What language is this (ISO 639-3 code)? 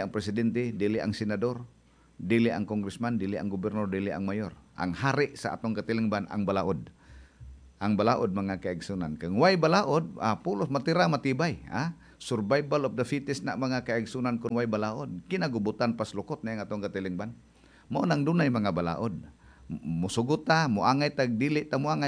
ceb